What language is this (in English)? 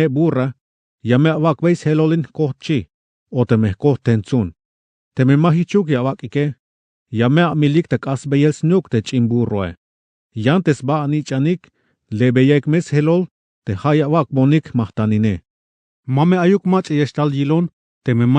Tzeltal